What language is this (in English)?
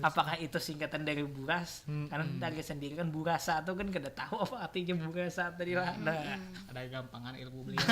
Banjar